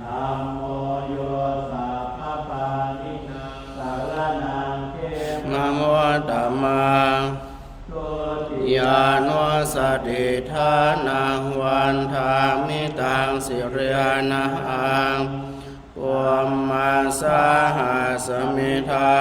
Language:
Pali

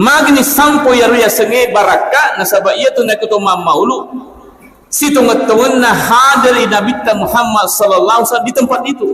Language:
Buginese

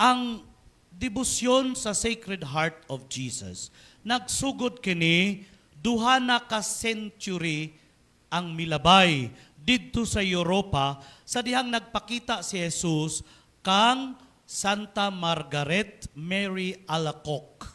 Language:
Cebuano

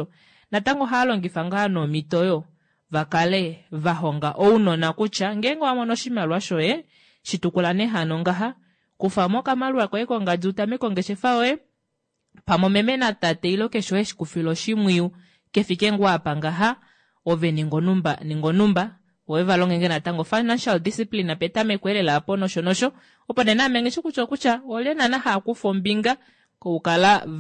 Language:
Kuanyama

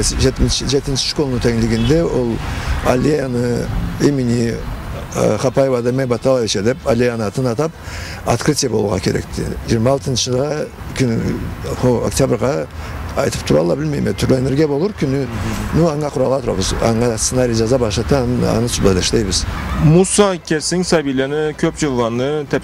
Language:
Karachay-Balkar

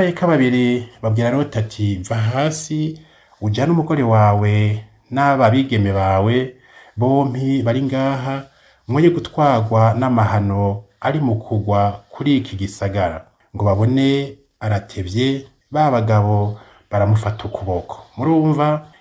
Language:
Rundi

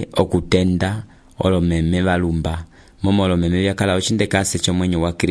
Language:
Umbundu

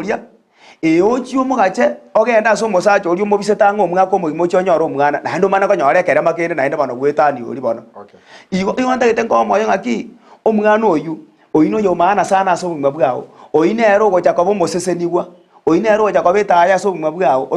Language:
Gusii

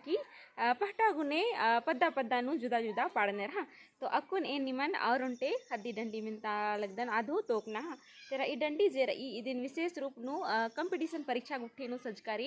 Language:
Kurukh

